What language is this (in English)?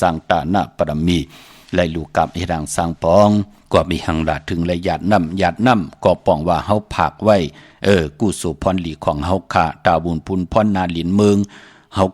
Shan